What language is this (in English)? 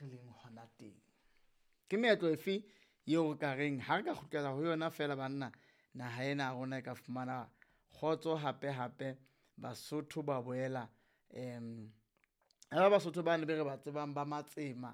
Southern Sotho